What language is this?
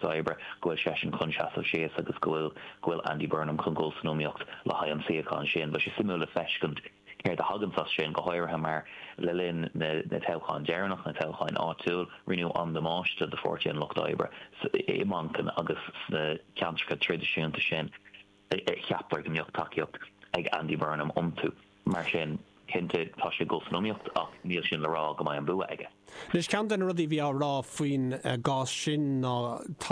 Irish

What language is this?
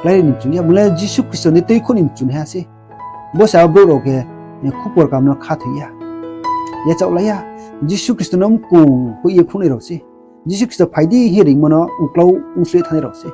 Riang (India)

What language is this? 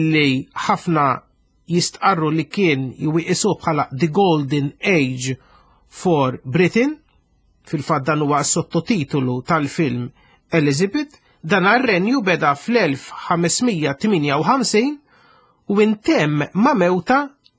Maltese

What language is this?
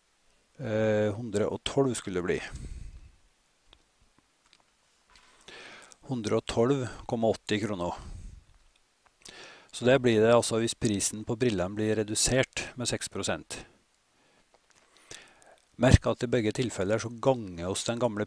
Norwegian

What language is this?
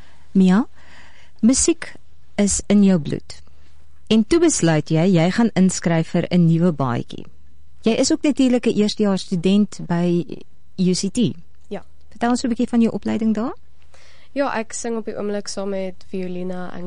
Afrikaans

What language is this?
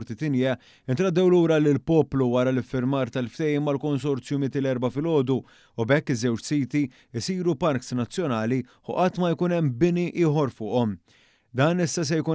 Maltese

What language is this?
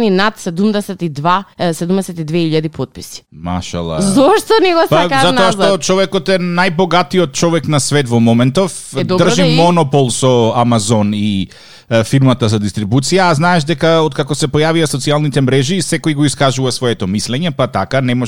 Macedonian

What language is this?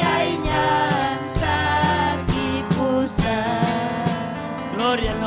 Ayacucho Quechua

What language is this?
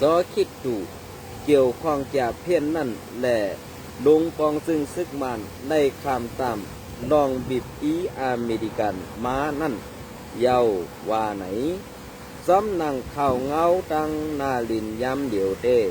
Shan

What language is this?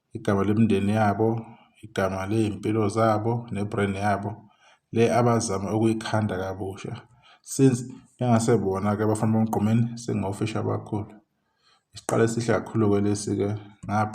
Zulu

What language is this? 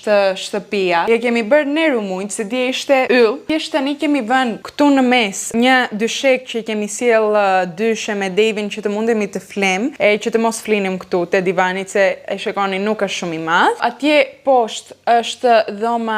Albanian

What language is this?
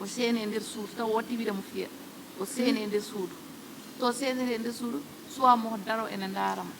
Fula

